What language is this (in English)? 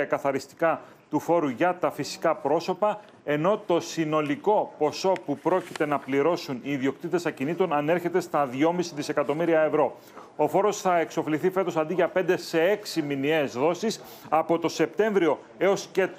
Greek